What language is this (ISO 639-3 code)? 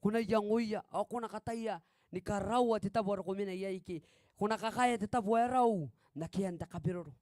gil